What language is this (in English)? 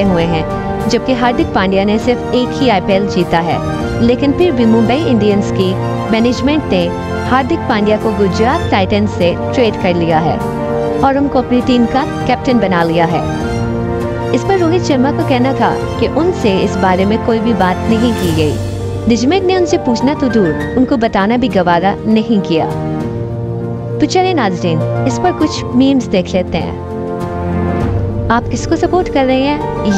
Hindi